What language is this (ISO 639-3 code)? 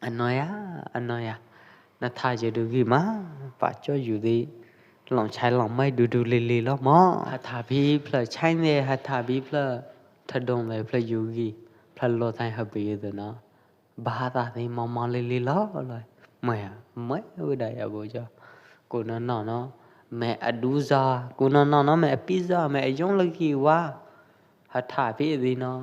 kjp